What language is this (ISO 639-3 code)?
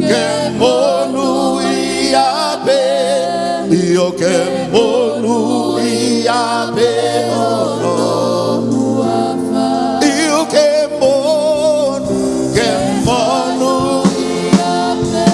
ton